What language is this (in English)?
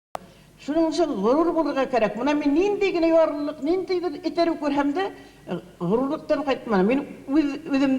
Bashkir